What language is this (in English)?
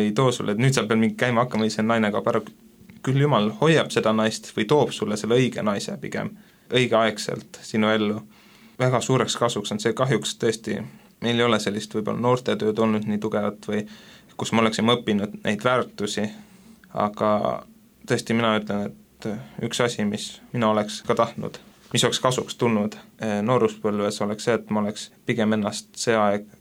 Estonian